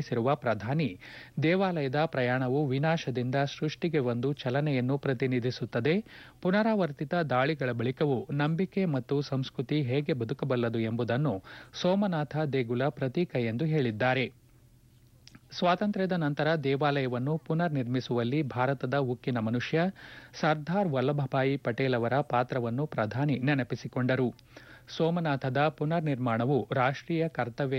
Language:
Kannada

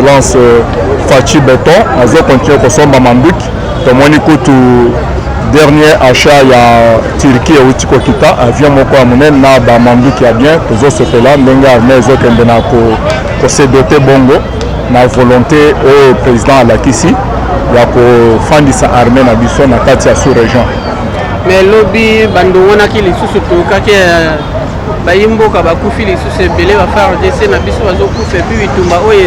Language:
Lingala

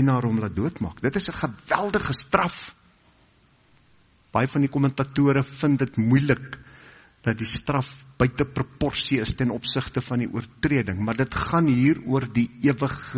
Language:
Afrikaans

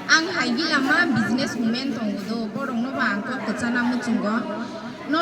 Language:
Kok Borok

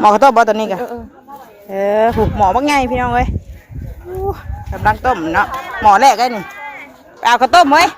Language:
Northeastern Thai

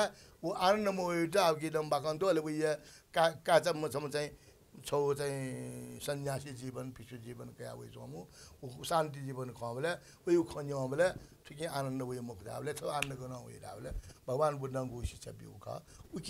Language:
Newari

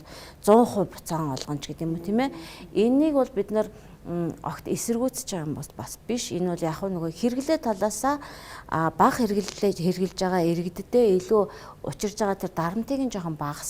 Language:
Mongolian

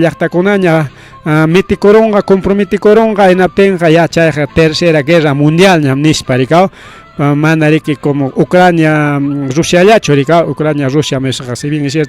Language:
Ayacucho Quechua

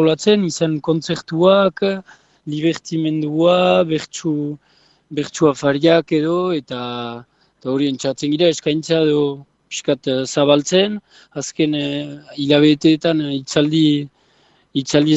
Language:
Basque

